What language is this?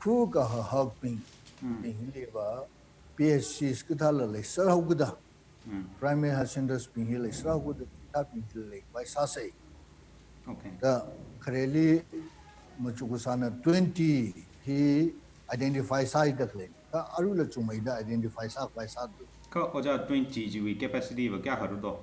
Tangkhul Naga (India)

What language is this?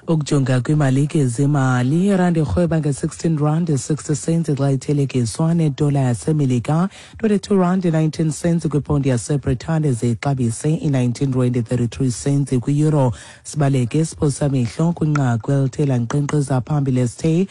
Xhosa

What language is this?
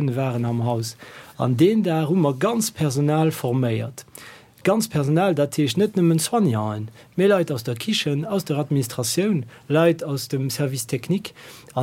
Luxembourgish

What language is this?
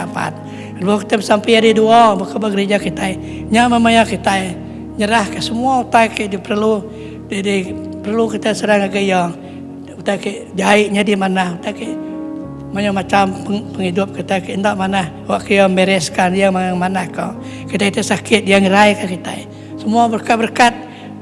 Iban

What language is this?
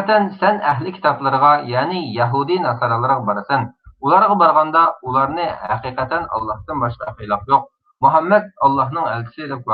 Uyghur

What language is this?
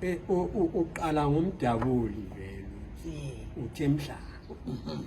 North Ndebele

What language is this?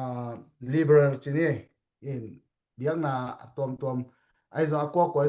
Tedim Chin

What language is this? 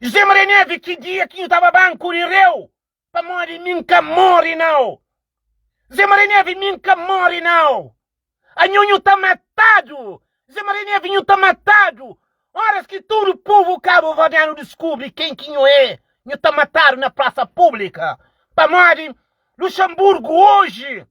Kabuverdianu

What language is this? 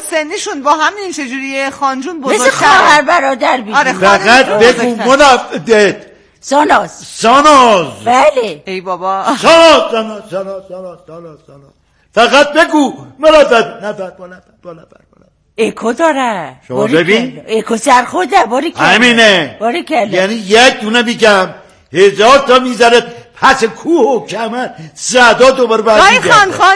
Persian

